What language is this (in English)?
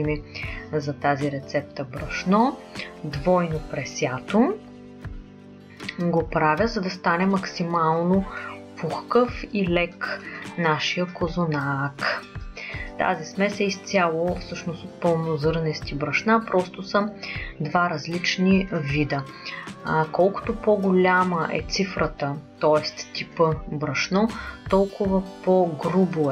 Bulgarian